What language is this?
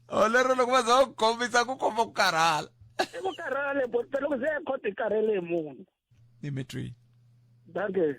Tsonga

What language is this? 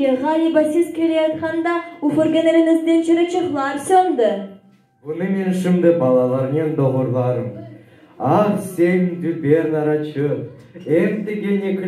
Crimean Tatar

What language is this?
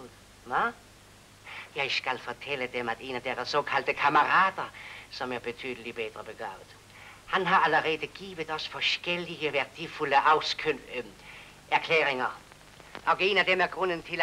Danish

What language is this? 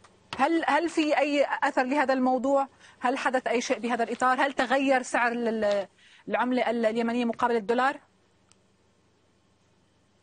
Arabic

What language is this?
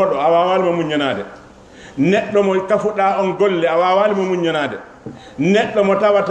Fula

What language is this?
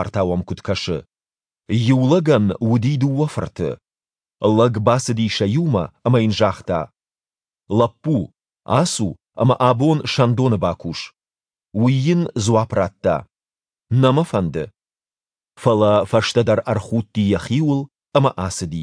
Ossetic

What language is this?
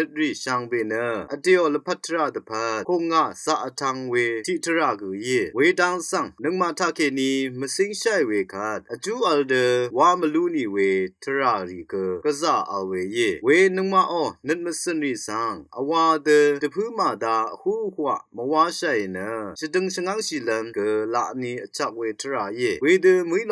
Rawang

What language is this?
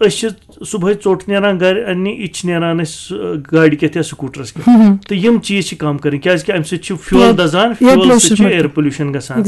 Kashmiri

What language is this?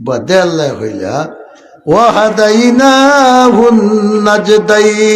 Sylheti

